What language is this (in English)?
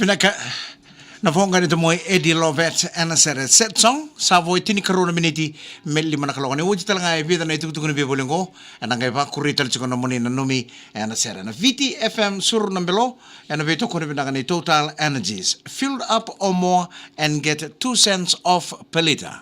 Fijian